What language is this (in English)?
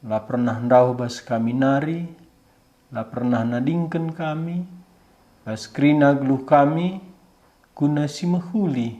Batak Karo